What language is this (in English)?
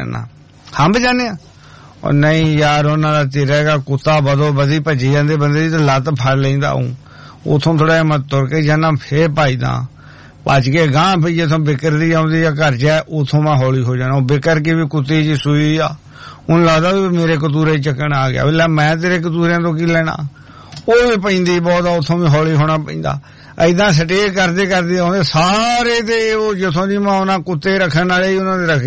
Punjabi